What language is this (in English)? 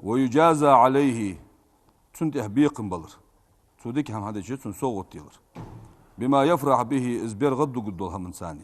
Ingush